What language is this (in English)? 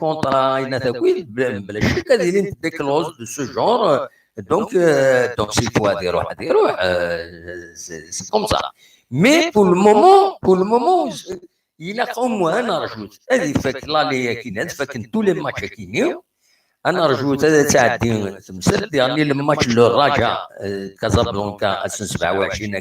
Kabyle